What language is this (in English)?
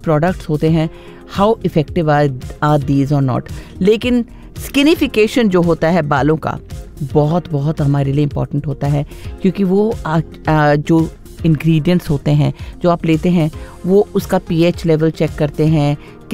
Hindi